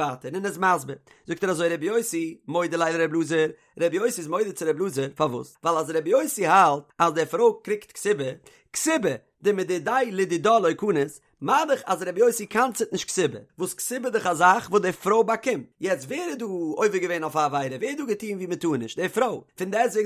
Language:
Yiddish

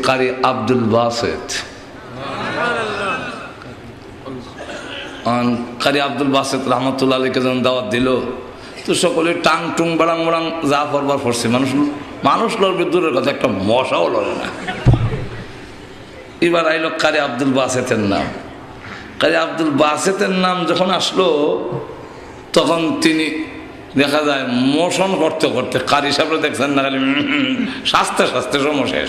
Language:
Bangla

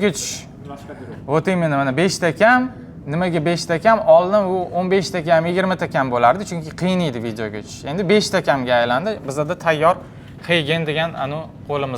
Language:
Uzbek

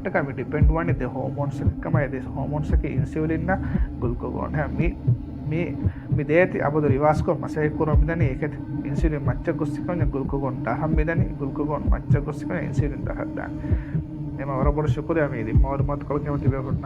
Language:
Divehi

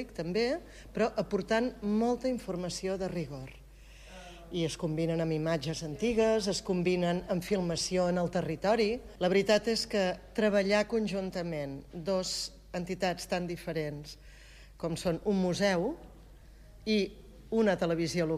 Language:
Catalan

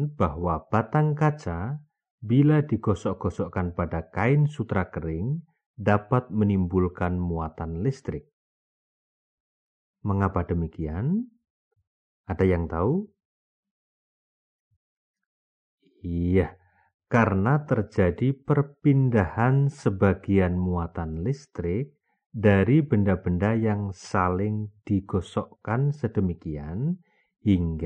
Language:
Indonesian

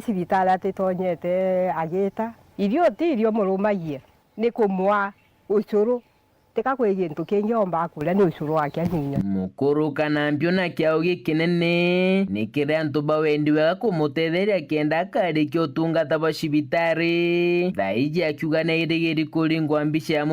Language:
Meru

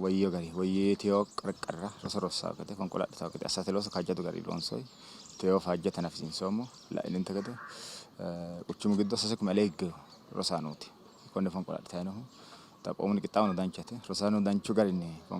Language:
Sidamo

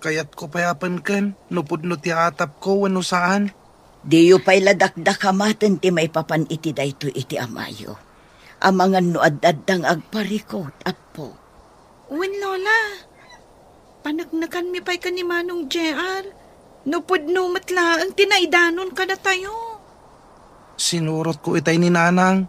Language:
Iloko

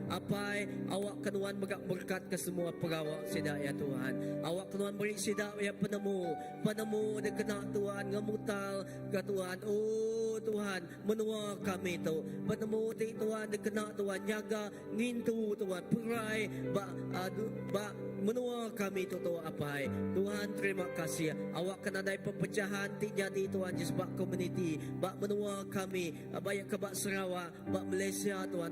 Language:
Iban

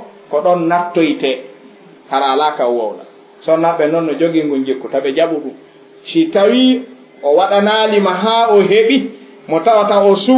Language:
Fula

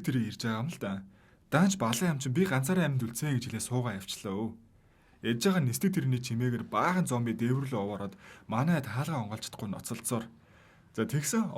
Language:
Mongolian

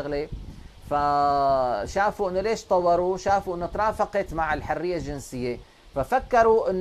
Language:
North Levantine Arabic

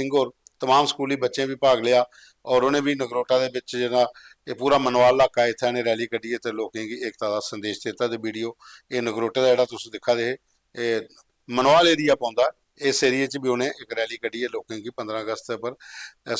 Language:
Dogri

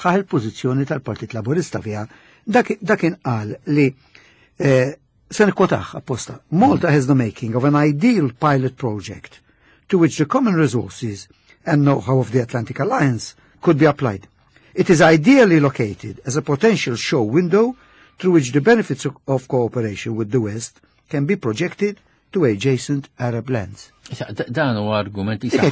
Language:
Maltese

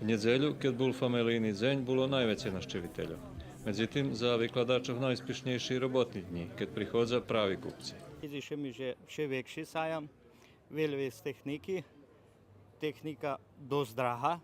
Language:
Rusyn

